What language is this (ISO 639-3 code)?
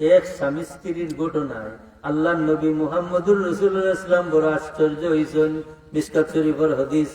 syl